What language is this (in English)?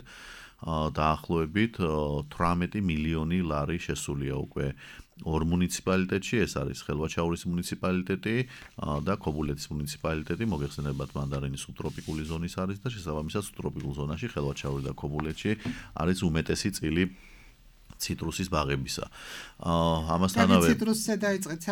Georgian